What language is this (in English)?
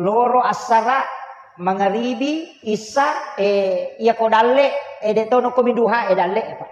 Buginese